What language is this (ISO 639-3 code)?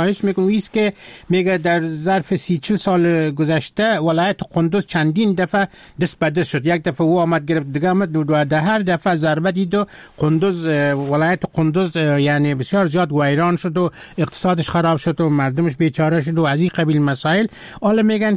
fas